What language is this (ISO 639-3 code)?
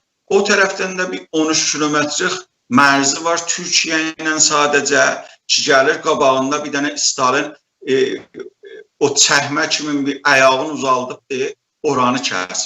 azb